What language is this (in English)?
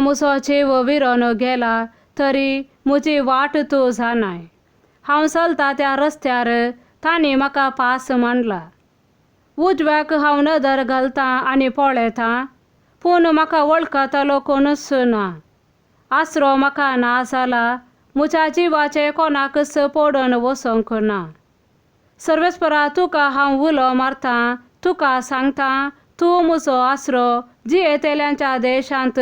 Konkani